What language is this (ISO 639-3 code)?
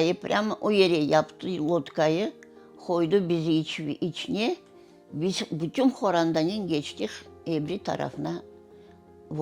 crh